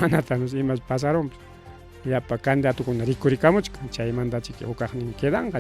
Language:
Ayacucho Quechua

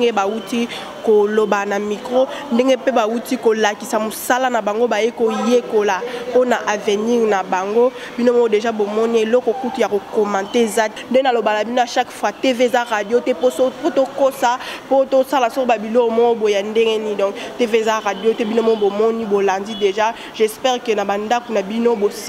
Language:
Lingala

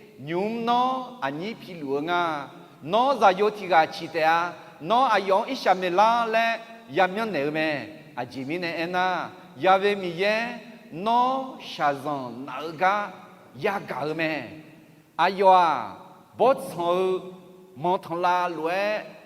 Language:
Akha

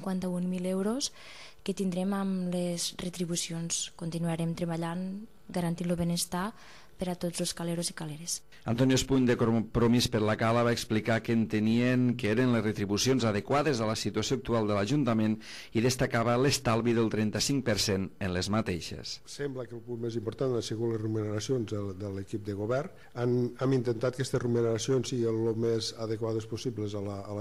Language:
Catalan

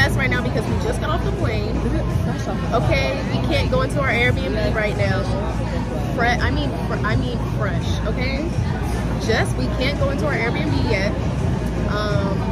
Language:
English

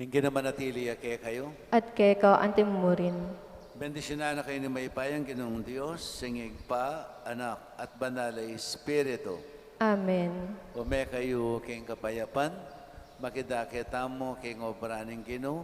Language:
Pampanga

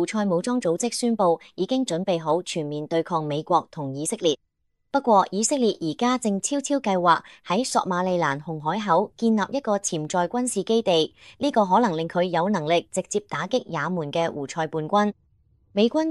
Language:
Cantonese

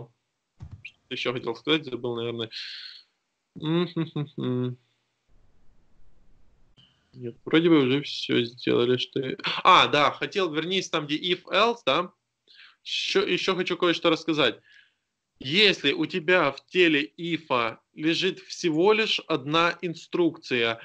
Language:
Russian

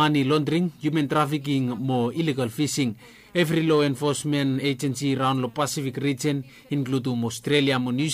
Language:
Bislama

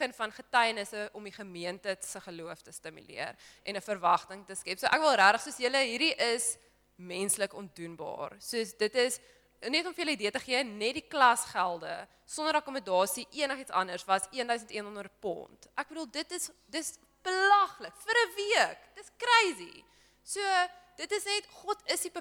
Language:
Afrikaans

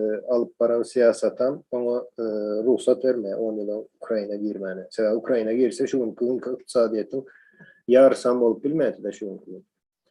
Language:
Turkmen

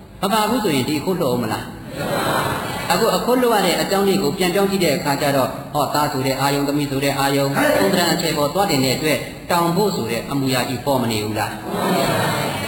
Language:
Burmese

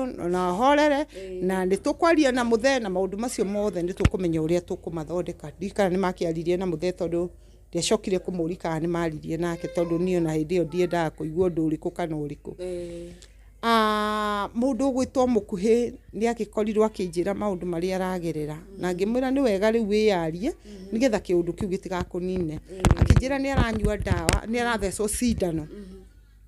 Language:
Kikuyu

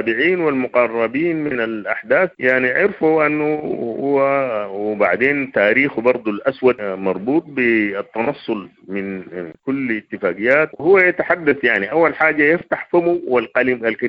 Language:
Sudanese Arabic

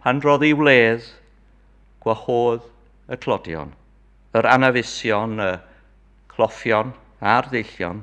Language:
Welsh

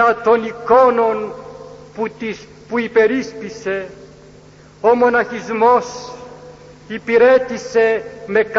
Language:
Greek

